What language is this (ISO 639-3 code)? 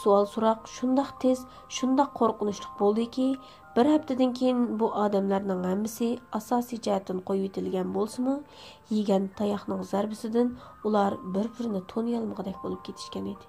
uig